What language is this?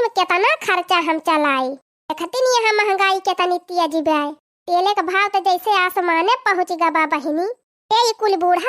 Awadhi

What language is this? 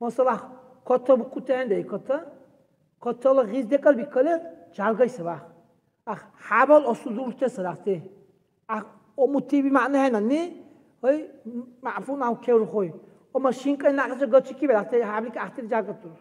Dargwa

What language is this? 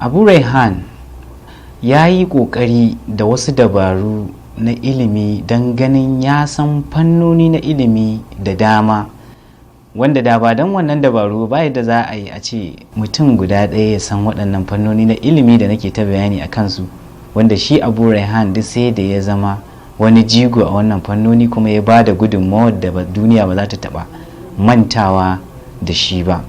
Hausa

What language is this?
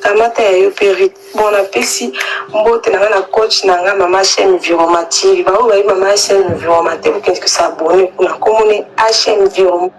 Lingala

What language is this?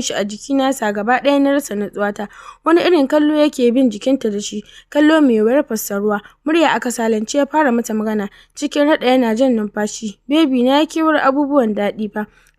Hausa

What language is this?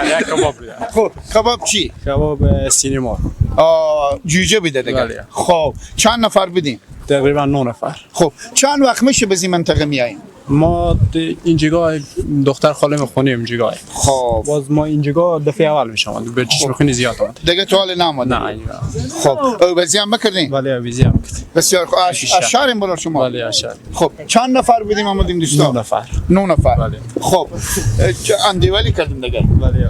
Persian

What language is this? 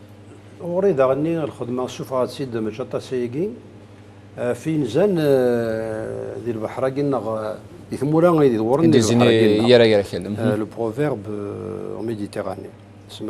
Kabyle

